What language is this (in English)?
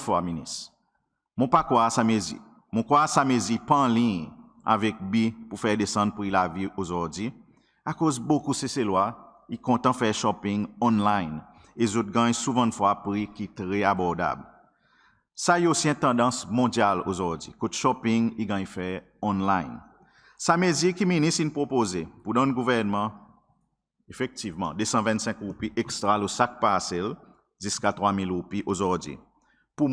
Seselwa Creole French